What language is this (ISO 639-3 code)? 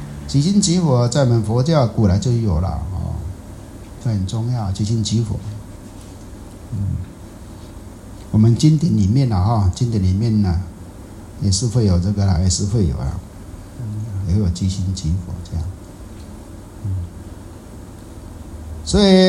zho